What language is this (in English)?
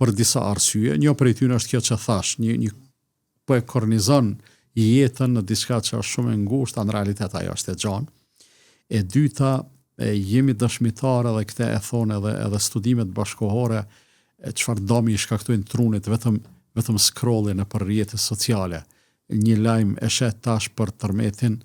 Albanian